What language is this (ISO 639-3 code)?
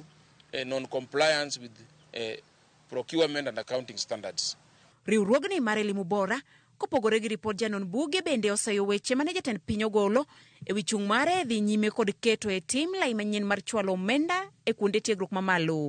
luo